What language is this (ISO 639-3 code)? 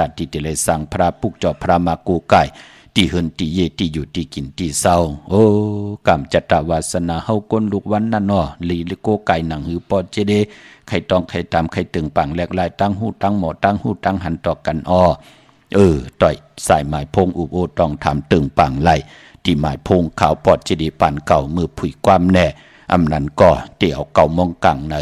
shn